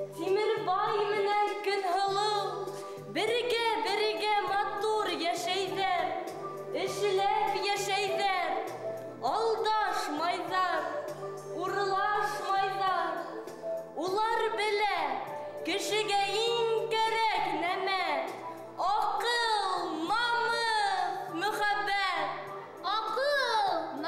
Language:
Bashkir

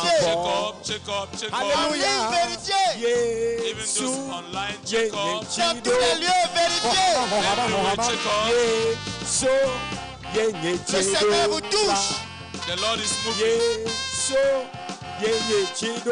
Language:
Ewe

